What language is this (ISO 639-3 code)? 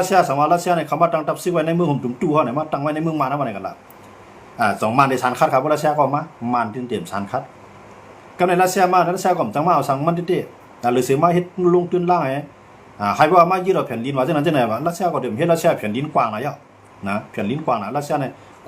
shn